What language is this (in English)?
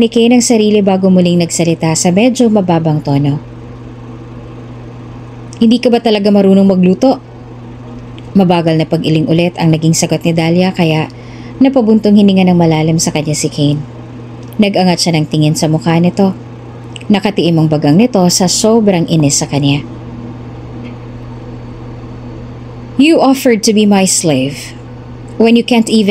Filipino